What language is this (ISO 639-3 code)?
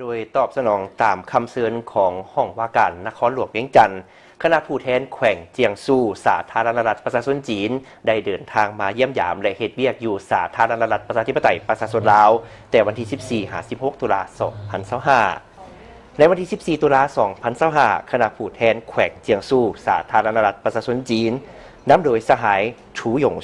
lao